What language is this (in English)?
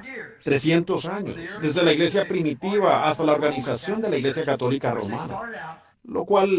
Spanish